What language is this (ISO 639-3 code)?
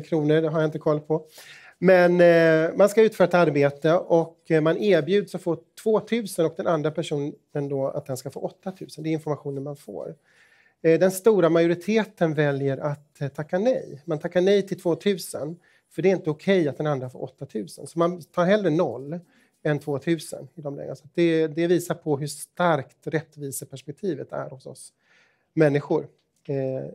swe